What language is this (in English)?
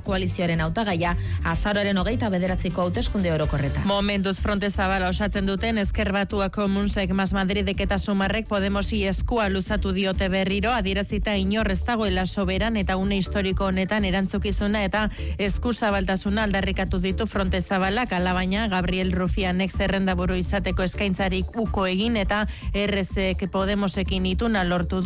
Basque